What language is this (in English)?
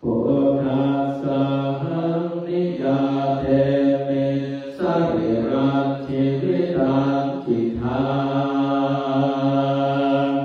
Pali